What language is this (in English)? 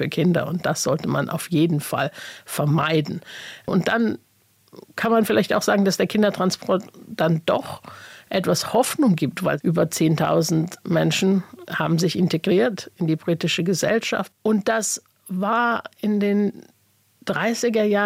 German